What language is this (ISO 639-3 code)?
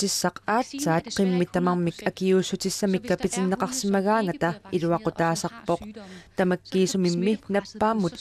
kal